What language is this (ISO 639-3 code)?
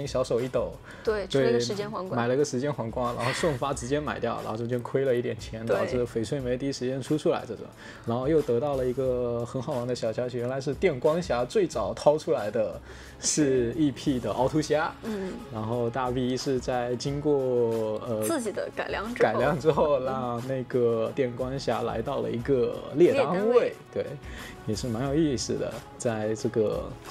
zho